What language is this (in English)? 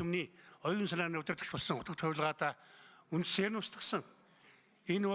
Mongolian